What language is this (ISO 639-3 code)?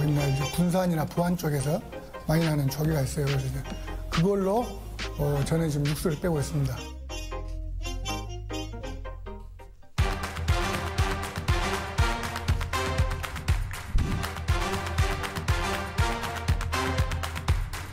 kor